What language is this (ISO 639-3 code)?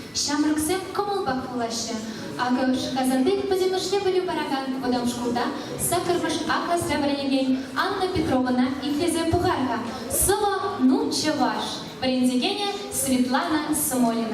chv